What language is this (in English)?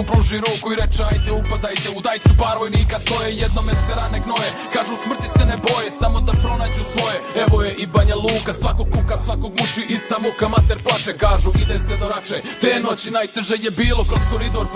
Serbian